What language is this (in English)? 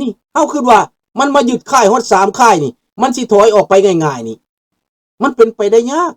Lao